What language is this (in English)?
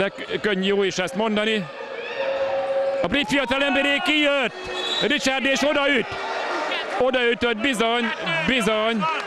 Hungarian